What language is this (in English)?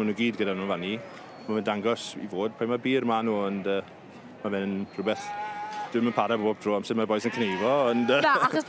Welsh